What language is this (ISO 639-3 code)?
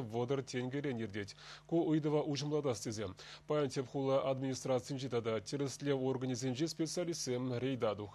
chv